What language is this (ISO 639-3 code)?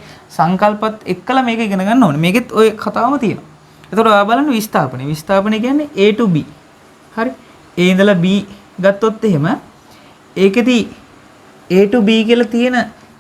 sin